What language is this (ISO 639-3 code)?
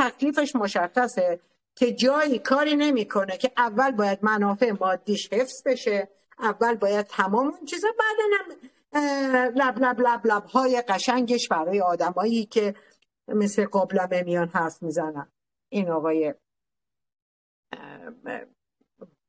fas